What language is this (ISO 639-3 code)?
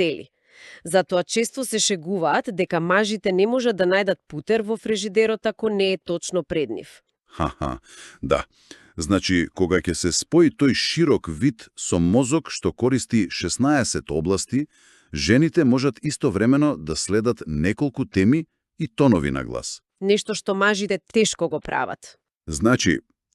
mkd